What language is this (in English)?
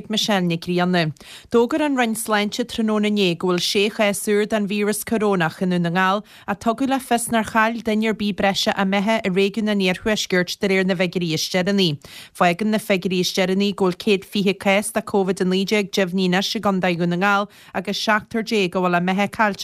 Irish